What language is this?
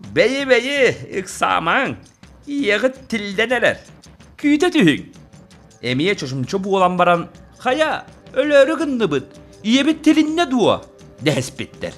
Yakut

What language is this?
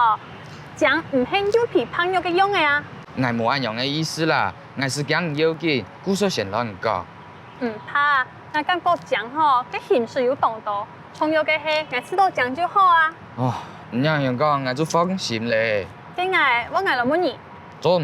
Hakka Chinese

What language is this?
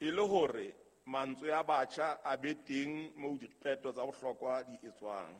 Southern Sotho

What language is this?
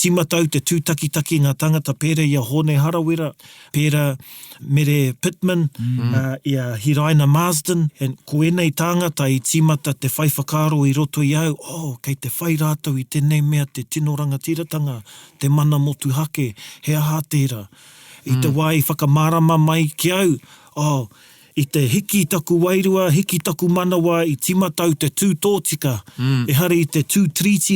Māori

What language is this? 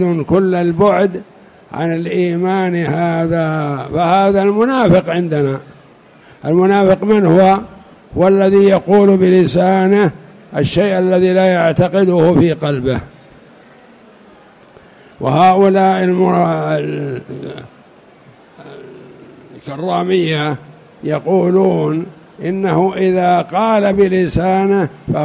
Arabic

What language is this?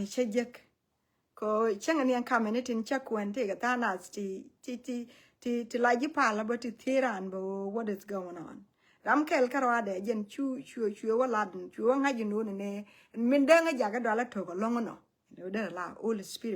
Nuer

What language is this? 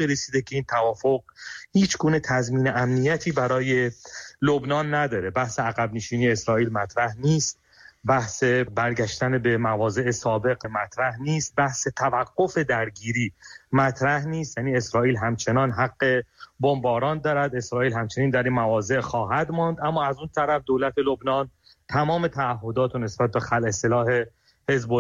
Persian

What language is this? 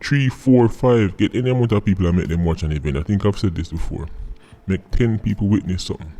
Jamaican Creole English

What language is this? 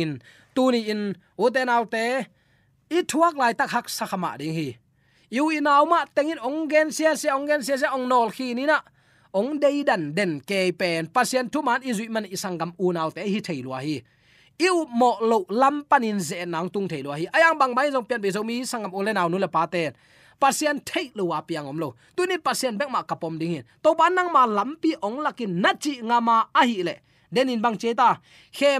Tedim Chin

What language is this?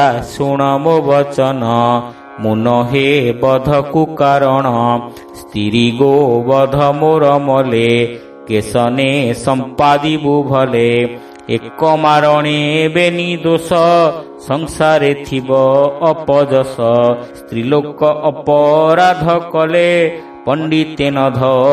Odia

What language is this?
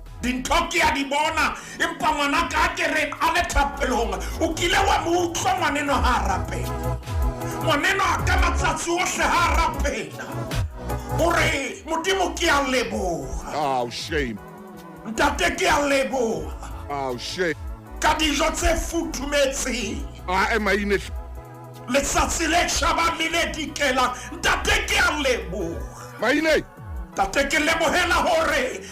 Southern Sotho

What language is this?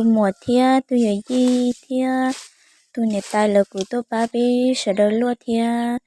Hmong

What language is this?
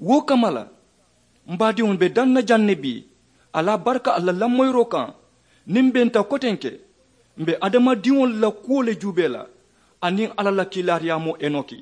Mandingo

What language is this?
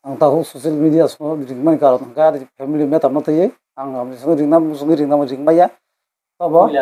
Kok Borok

